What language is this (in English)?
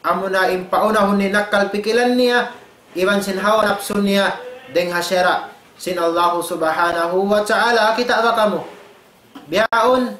Tausug